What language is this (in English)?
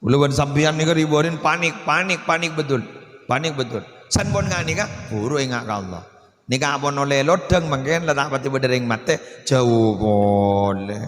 Madurese